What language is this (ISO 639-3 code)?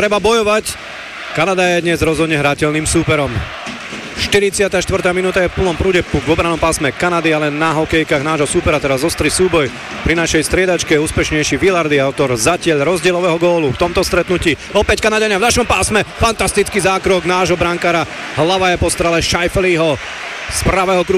slk